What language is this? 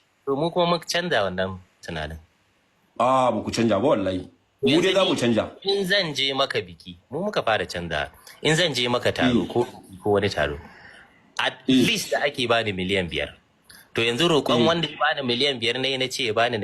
Hausa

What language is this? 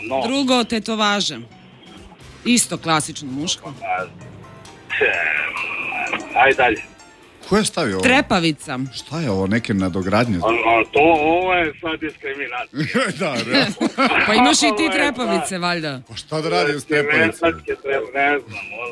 Serbian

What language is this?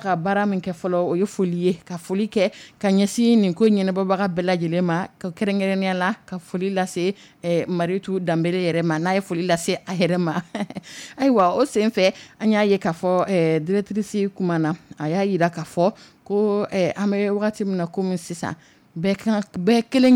Dyula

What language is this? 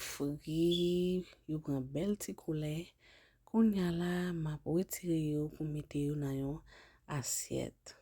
Haitian Creole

